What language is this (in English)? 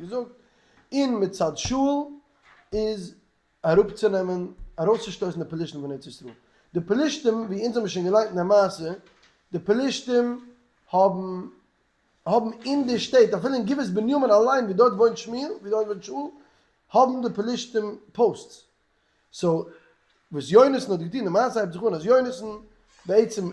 Yiddish